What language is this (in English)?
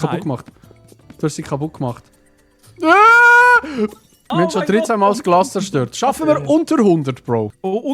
Swiss German